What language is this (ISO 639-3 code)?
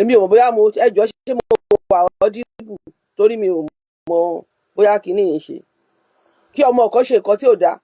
yor